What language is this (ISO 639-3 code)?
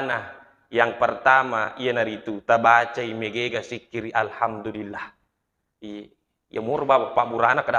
bug